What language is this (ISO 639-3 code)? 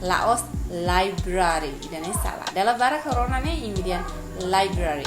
tet